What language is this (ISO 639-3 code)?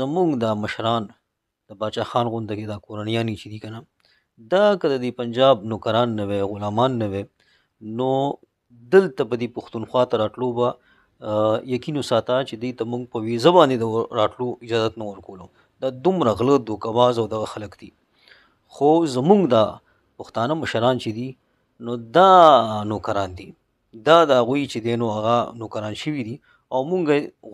pus